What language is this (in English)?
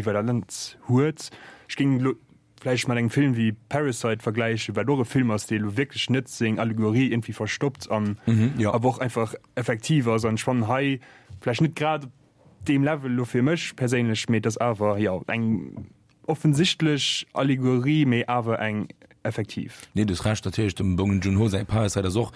Luxembourgish